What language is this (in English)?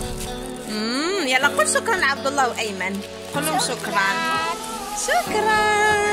Moroccan Arabic